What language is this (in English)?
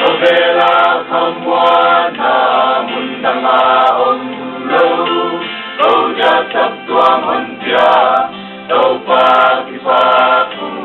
Paite Chin